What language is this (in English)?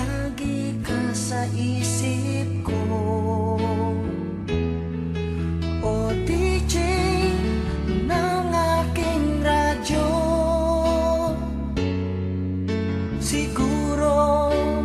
Filipino